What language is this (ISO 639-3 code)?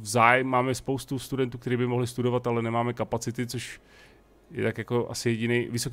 ces